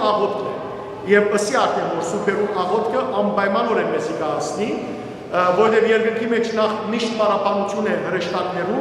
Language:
Western Armenian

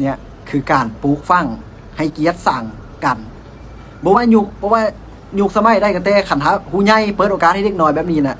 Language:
Lao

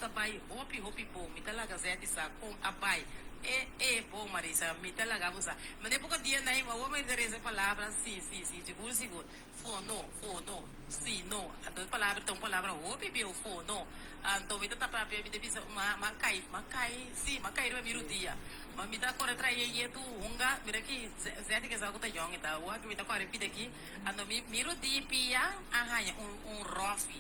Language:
Papiamento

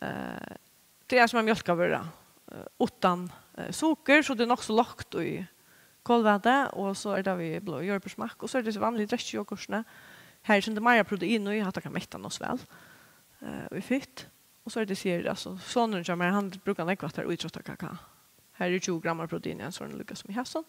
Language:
Faroese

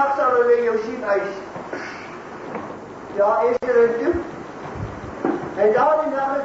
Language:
Afrikaans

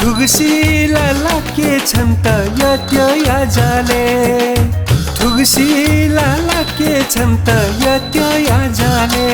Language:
Newari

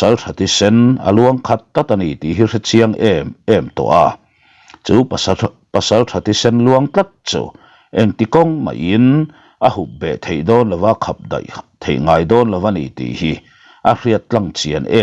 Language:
Mizo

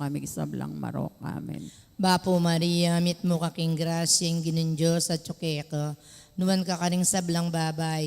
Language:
Pampanga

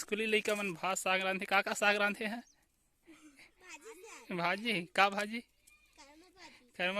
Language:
Chhattisgarhi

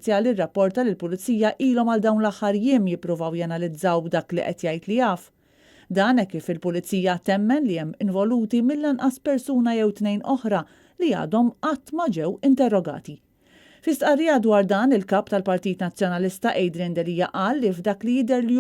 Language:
Maltese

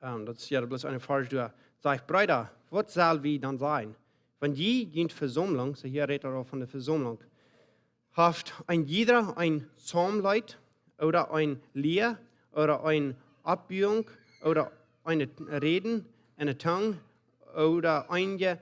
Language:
Plautdietsch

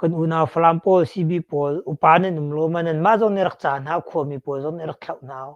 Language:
Hakha Chin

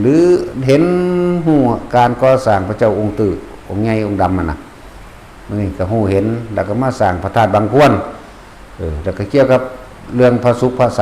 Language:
Northeastern Thai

